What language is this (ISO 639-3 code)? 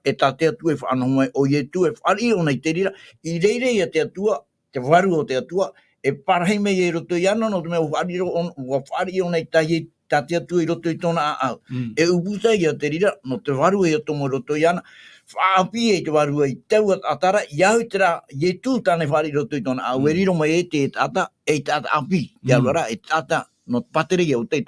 tah